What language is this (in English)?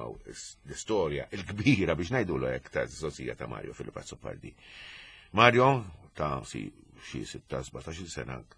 Maltese